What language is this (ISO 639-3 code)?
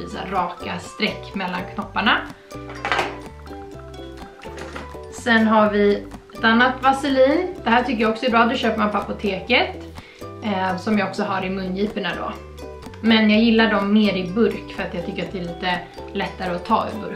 swe